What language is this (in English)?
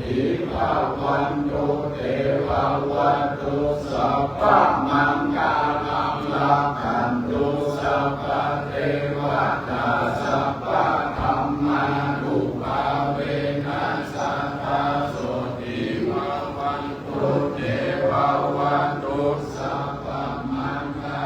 Pali